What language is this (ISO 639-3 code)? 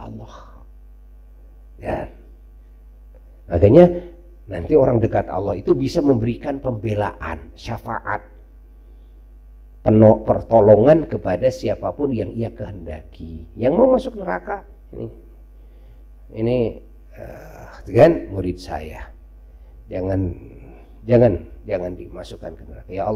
ind